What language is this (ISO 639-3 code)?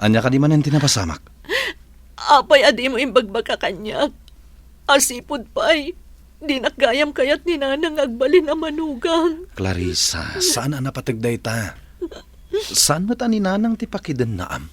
ilo